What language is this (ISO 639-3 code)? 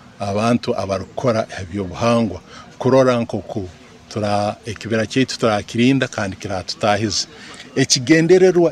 nyo